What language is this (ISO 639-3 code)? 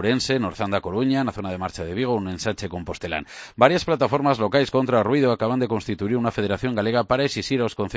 glg